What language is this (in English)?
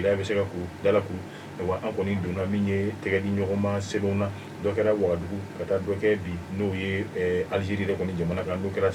Bambara